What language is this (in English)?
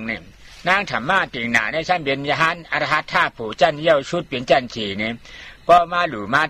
Shan